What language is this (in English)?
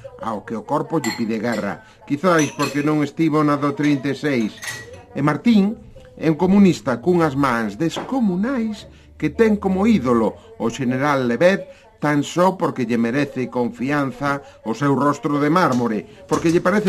Galician